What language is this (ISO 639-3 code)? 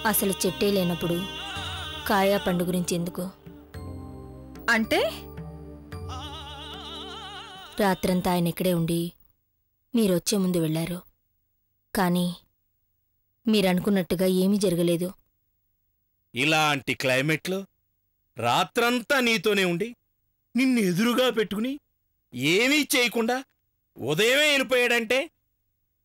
tel